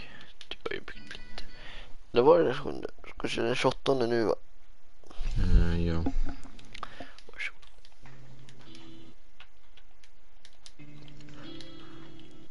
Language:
Swedish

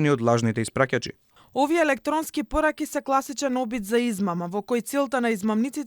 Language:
Macedonian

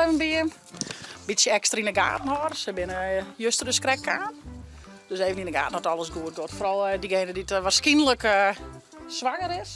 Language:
Western Frisian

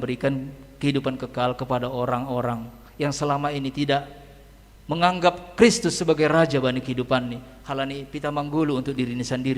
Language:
Batak Simalungun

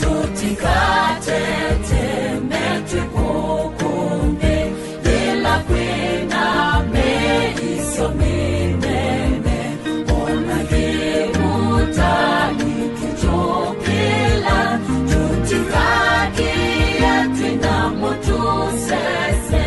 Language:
Kamba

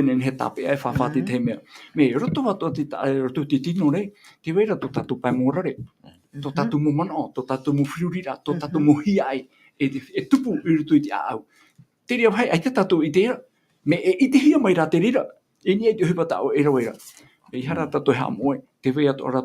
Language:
Tahitian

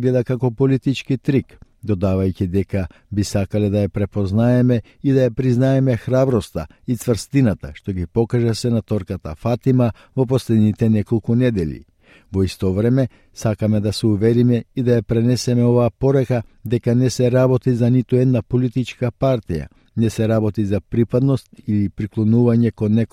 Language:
Macedonian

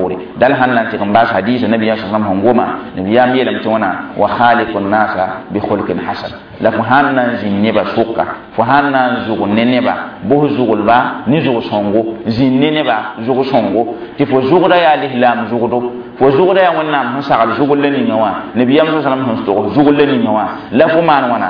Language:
Mossi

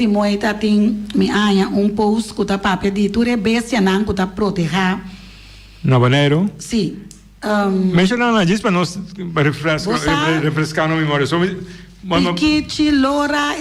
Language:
Papiamento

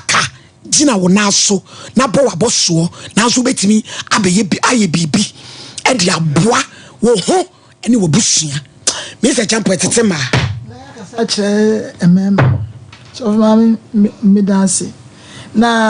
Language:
Akan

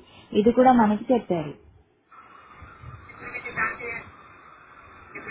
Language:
Telugu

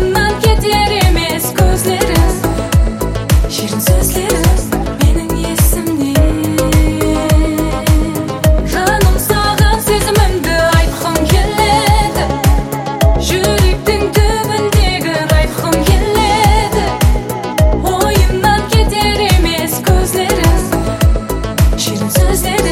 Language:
Kazakh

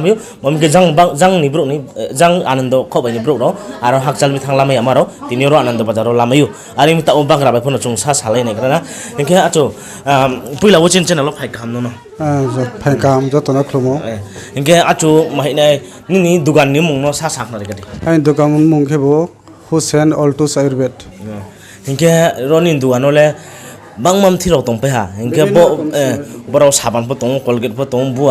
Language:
Riang (India)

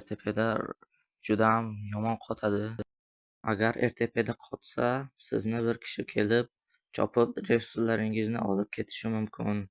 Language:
Uzbek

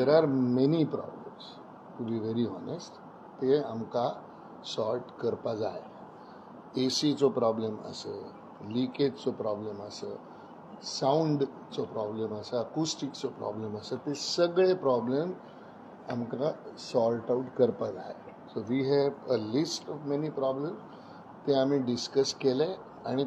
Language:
Konkani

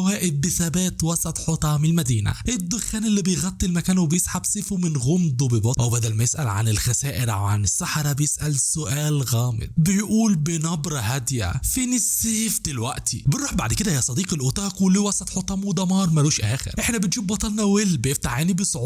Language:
Egyptian Arabic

